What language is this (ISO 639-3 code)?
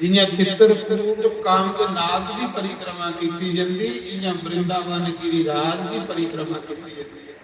doi